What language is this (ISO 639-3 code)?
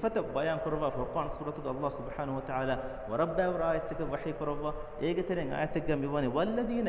div